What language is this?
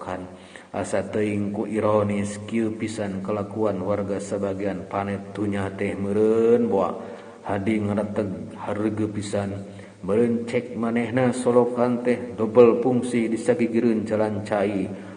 Sundanese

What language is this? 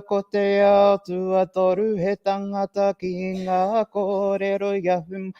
Māori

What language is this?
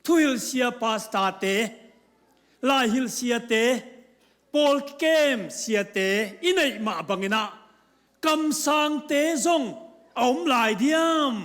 Tedim Chin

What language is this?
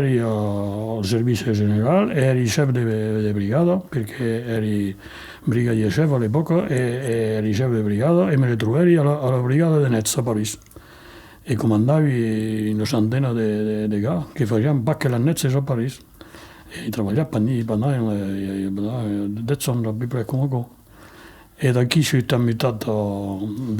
Occitan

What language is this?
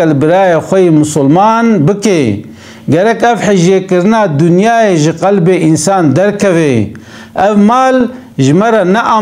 Kurdish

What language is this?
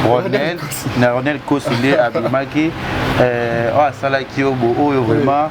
Lingala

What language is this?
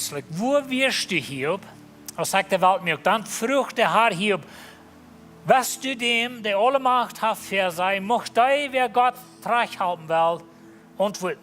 Plautdietsch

